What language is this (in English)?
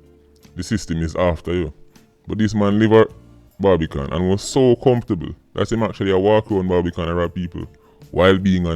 Jamaican Creole English